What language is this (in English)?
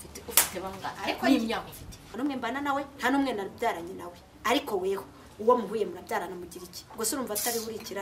Kinyarwanda